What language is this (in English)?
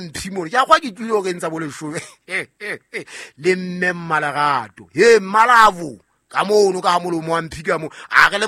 Southern Sotho